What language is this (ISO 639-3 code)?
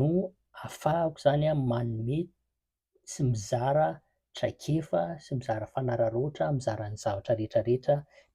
mlg